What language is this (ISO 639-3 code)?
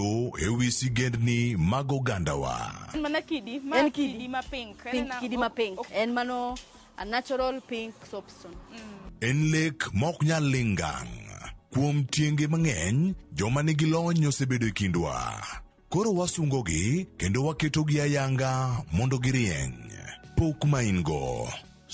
luo